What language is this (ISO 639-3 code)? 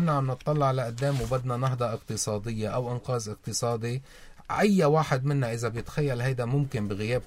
apc